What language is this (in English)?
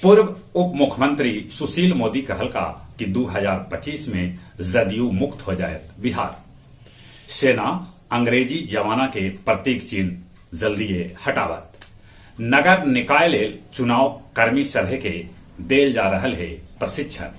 Magahi